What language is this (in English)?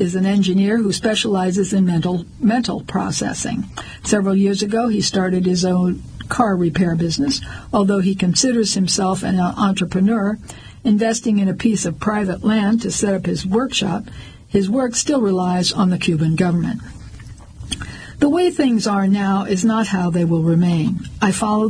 English